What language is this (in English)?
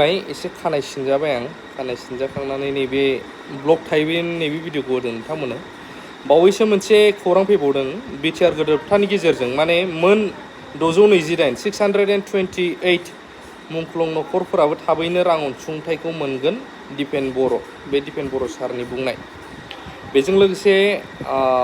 Bodo